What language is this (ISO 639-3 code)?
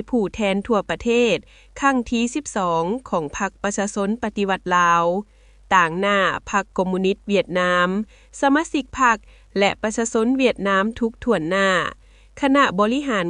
lao